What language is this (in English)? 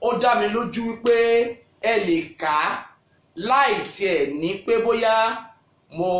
Yoruba